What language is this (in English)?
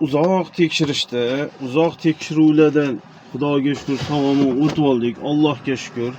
Uzbek